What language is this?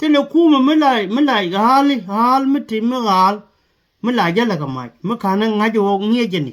Nuer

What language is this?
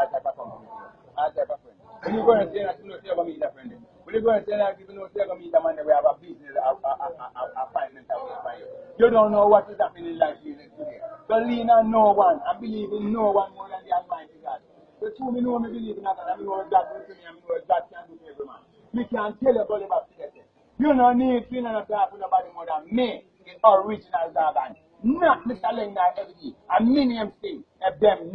Jamaican Creole English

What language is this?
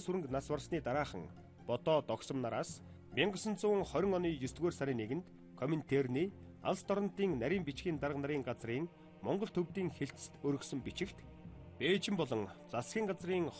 Mongolian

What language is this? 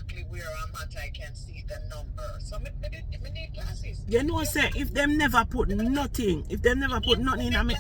Jamaican Creole English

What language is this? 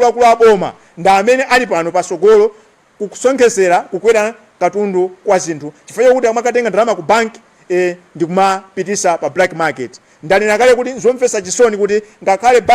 Nyanja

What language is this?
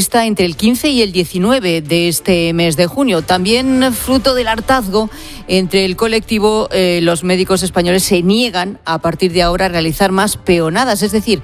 Spanish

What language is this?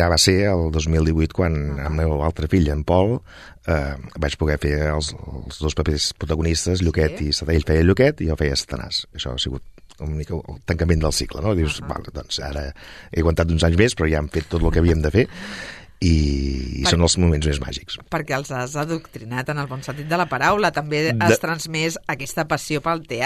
Catalan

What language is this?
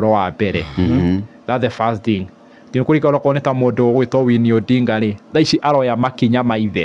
Kikuyu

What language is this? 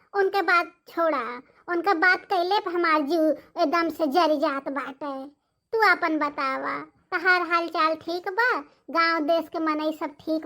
Bhojpuri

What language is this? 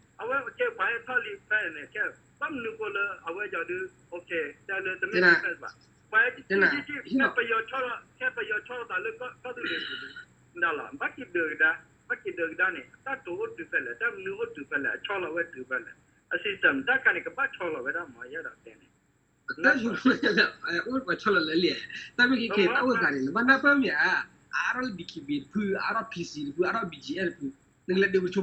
S'gaw Karen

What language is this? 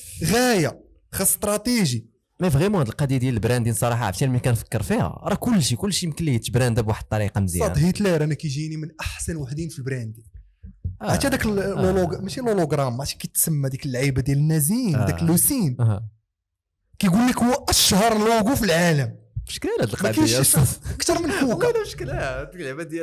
Moroccan Arabic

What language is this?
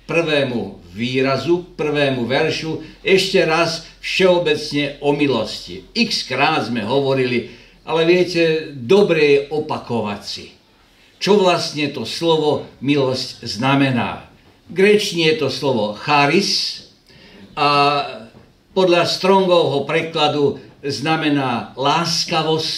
Slovak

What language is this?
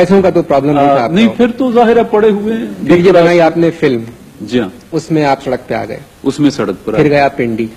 Urdu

